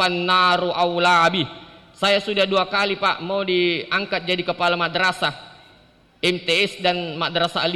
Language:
Buginese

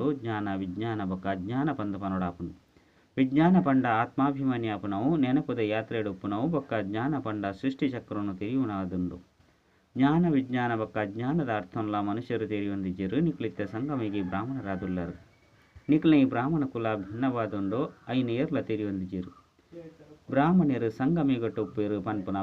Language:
Tulu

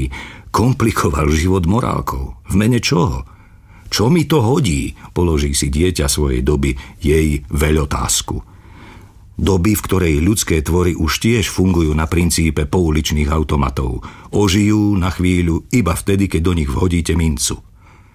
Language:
Slovak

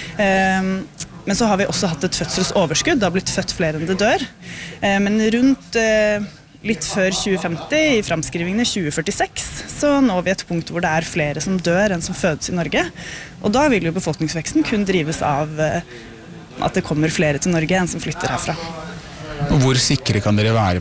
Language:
Norwegian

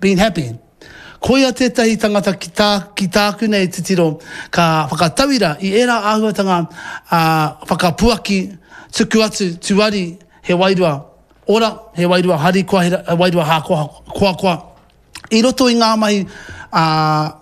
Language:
Māori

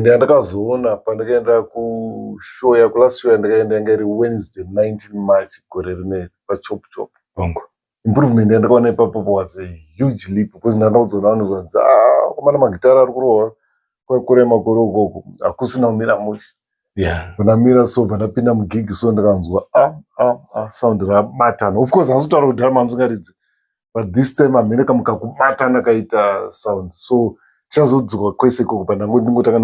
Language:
Shona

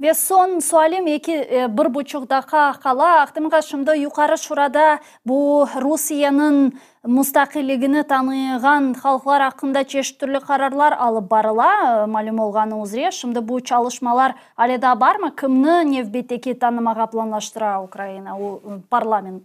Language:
Crimean Tatar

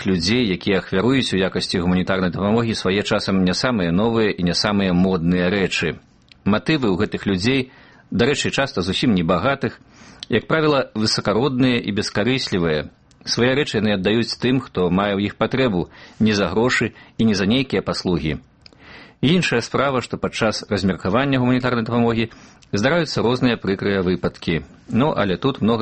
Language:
Belarusian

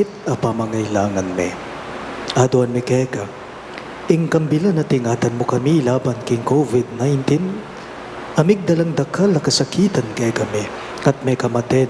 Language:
Pampanga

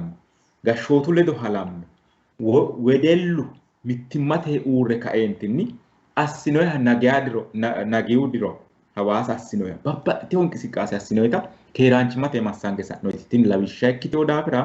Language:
Sidamo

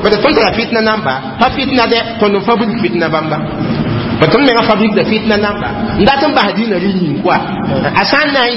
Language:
Mossi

